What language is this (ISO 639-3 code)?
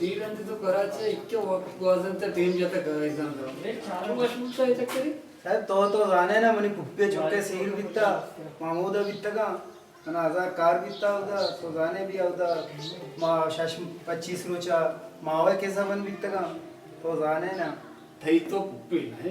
bal